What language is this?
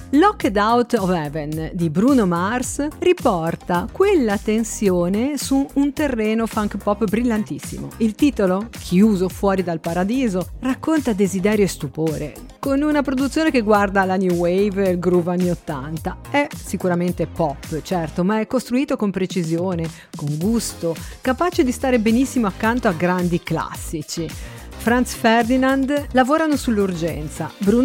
Italian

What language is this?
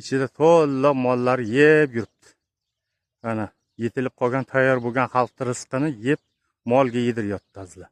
Uzbek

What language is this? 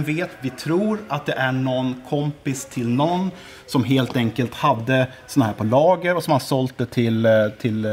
Swedish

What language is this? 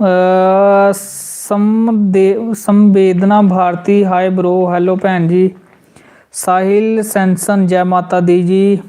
Dogri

